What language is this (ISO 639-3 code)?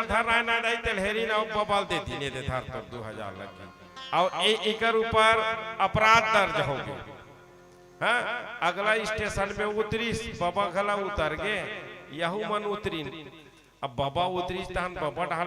hne